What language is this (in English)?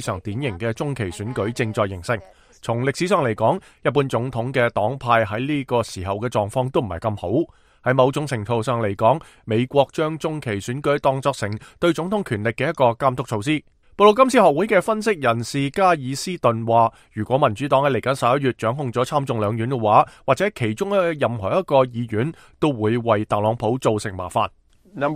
Cantonese